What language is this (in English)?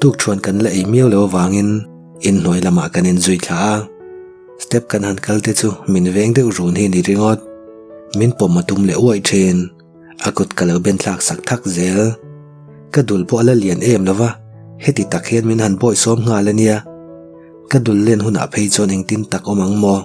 Mizo